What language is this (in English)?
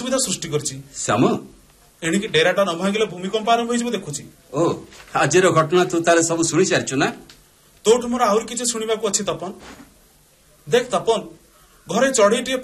Odia